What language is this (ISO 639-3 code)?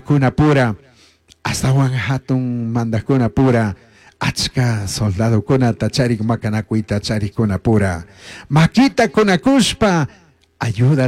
qug